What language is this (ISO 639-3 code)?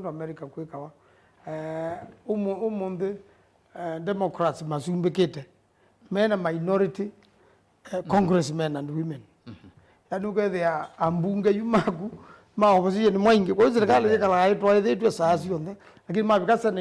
kam